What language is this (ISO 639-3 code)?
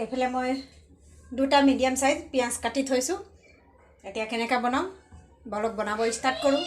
asm